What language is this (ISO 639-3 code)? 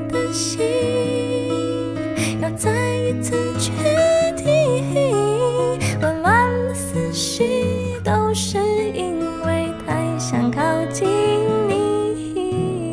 zho